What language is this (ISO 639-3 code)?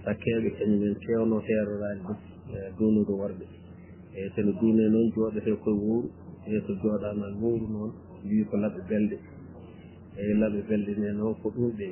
ful